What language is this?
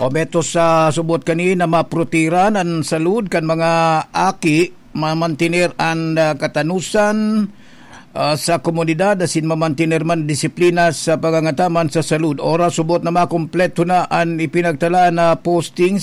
Bikol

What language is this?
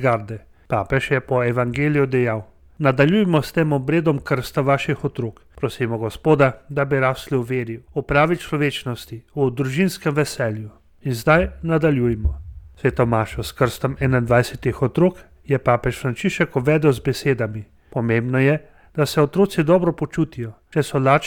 Slovenian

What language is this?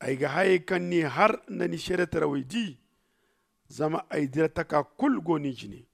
Zarma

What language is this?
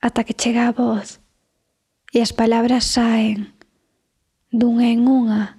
Galician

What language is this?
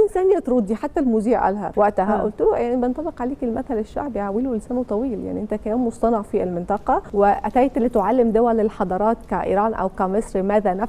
Egyptian Arabic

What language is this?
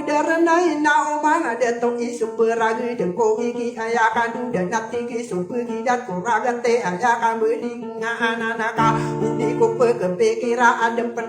Maranao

